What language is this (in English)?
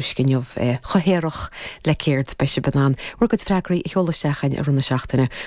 Irish